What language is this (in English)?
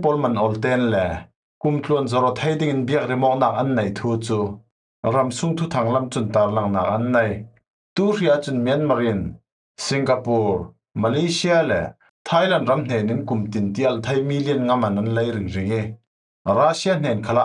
Falam Chin